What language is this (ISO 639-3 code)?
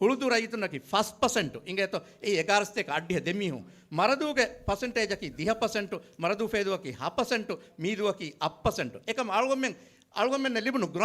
div